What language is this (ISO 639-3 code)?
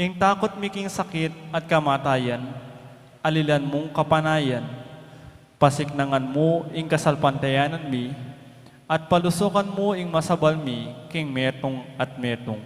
pam